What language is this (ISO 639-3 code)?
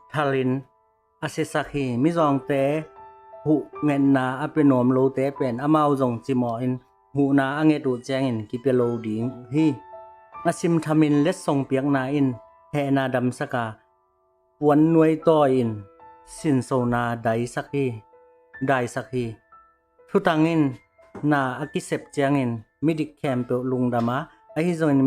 ctd